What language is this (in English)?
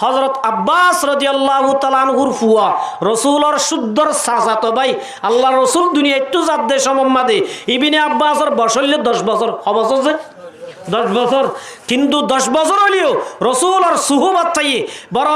Rohingya